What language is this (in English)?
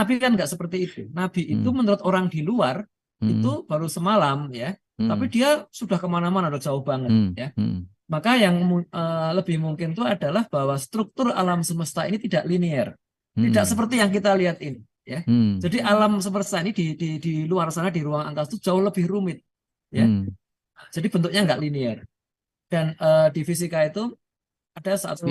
Indonesian